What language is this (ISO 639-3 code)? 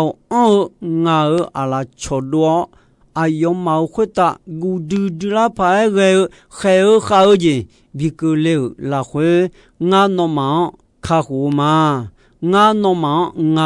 ahk